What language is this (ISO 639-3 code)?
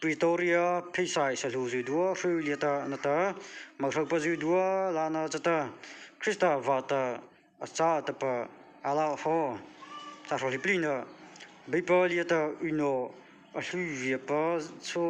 mrh